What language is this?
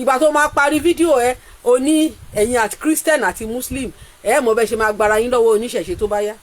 Yoruba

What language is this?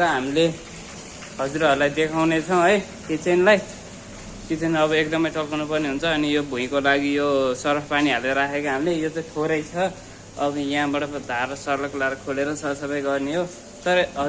Nepali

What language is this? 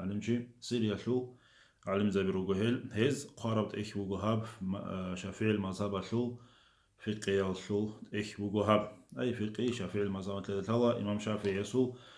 Avaric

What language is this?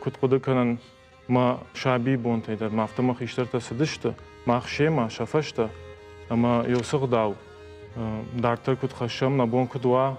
Ossetic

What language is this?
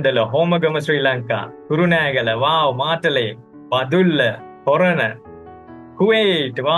Sinhala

